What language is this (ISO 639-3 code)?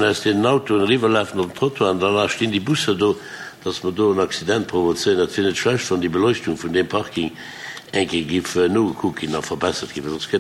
ltz